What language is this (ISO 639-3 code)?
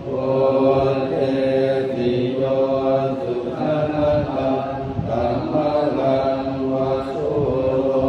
pli